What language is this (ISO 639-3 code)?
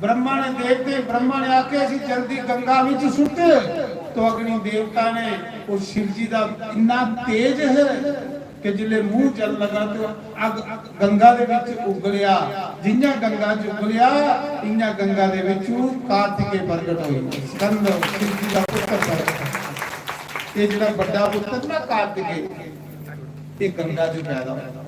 doi